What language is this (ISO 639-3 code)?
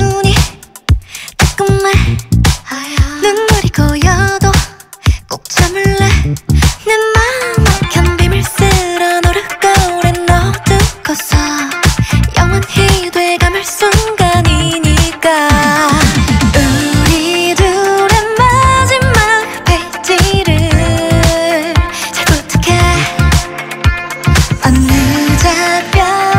kor